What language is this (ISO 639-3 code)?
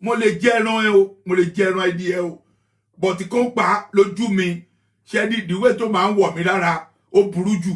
yor